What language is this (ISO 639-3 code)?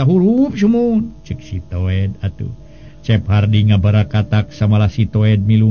sun